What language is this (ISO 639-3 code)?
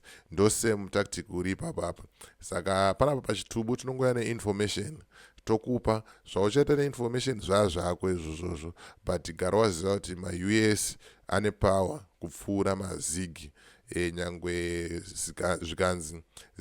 sna